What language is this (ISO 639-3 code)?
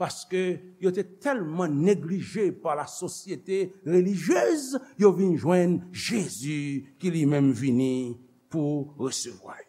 hat